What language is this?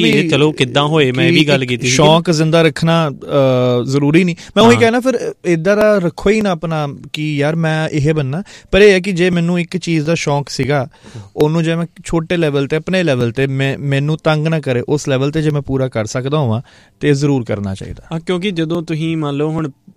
Punjabi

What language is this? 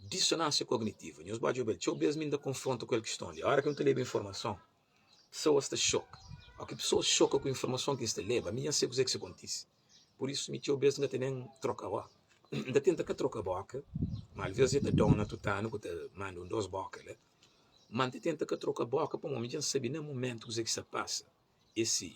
Kabuverdianu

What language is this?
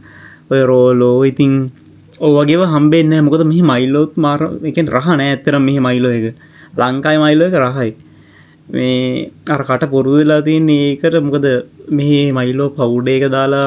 Sinhala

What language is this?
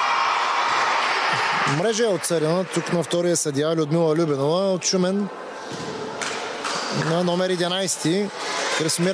Bulgarian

